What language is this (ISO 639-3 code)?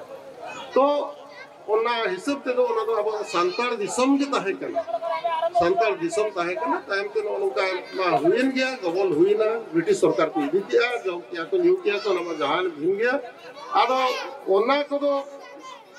sat